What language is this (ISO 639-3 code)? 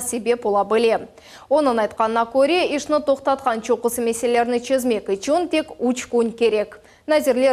crh